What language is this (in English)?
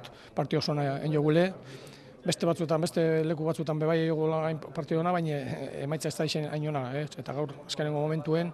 Basque